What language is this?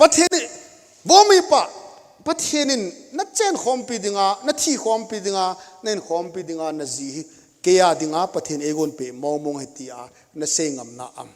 Thado Chin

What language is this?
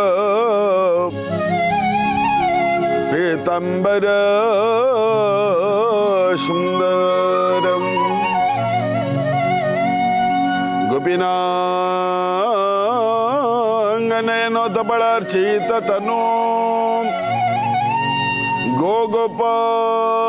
Odia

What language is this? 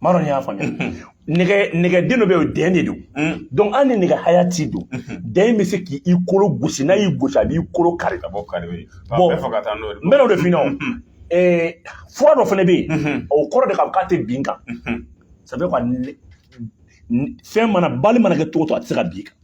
Bambara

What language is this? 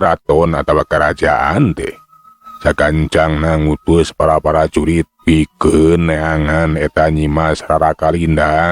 Sundanese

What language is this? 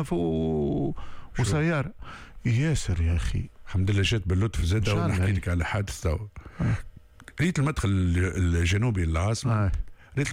Tunisian Arabic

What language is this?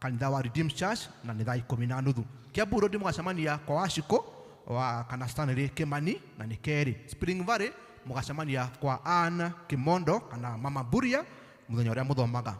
Kikuyu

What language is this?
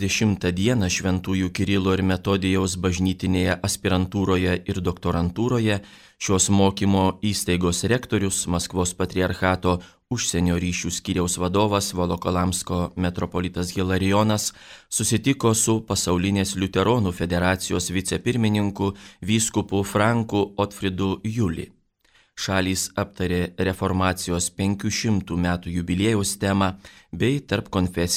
Lithuanian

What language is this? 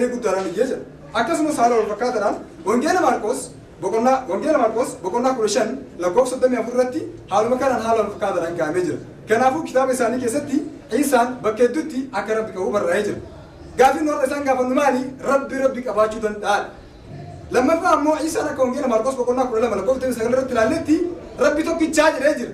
Oromo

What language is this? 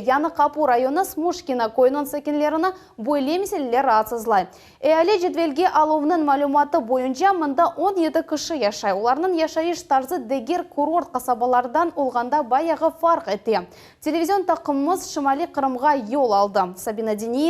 Crimean Tatar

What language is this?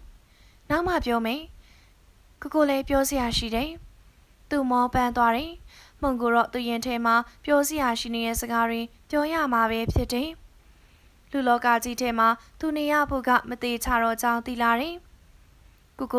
Burmese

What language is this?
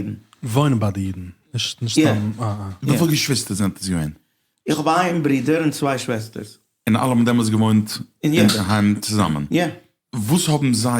Yiddish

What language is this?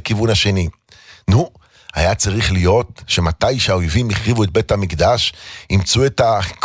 Hebrew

